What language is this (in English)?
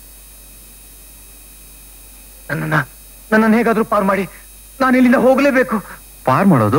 Kannada